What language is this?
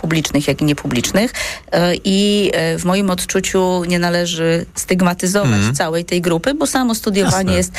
Polish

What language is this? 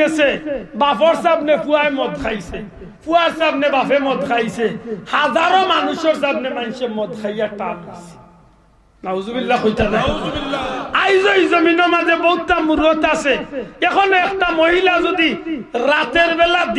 Sylheti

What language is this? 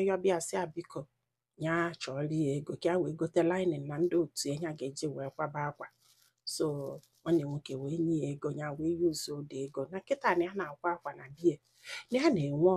Igbo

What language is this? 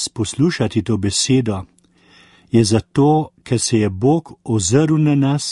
Slovenian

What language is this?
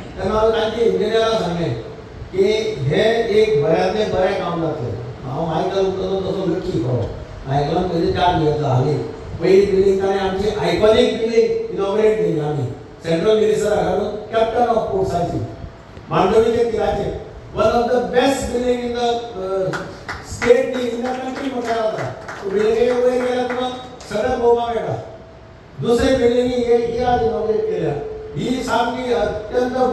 Konkani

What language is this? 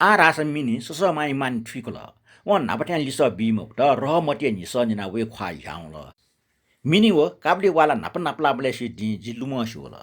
Newari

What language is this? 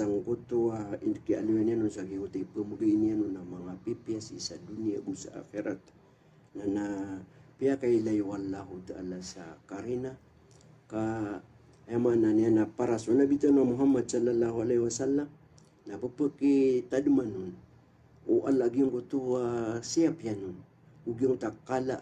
Maranao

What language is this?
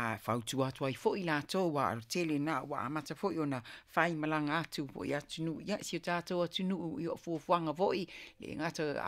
Samoan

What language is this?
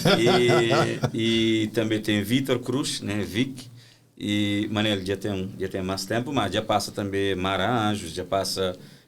Kabuverdianu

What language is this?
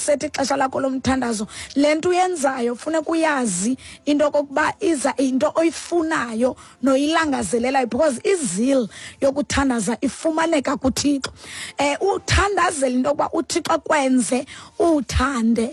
Xhosa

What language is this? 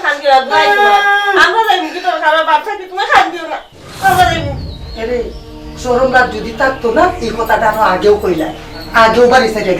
Sylheti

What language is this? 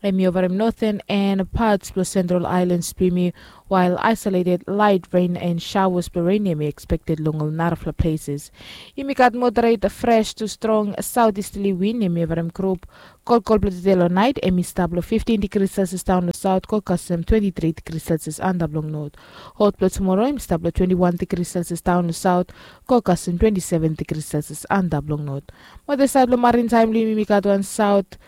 Bislama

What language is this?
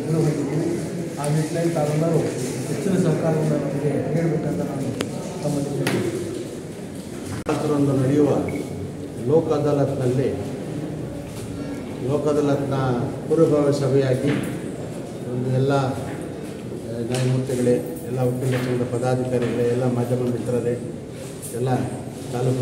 Kannada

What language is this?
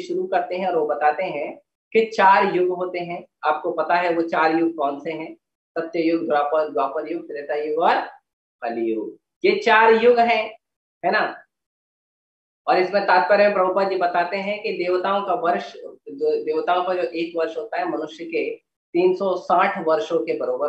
Hindi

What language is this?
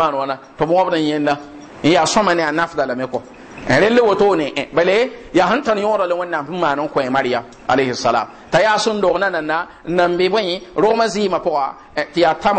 Mossi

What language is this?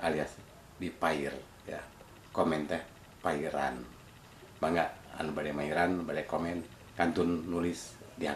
Sundanese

